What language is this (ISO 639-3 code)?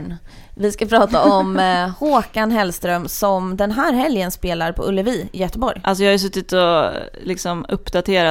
swe